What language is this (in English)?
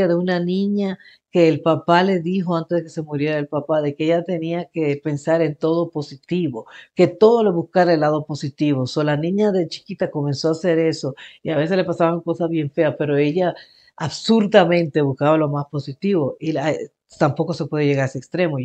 Spanish